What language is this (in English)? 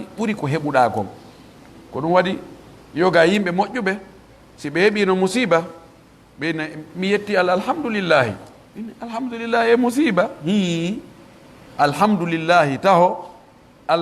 Pular